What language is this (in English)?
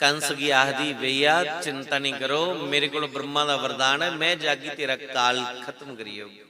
Dogri